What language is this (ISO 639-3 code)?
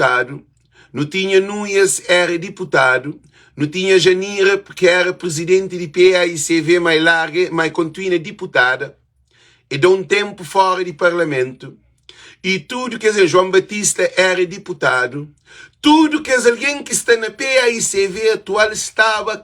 kea